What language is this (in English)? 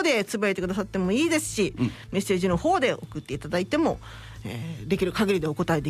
Japanese